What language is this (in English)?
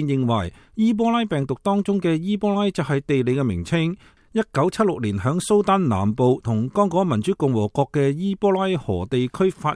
Cantonese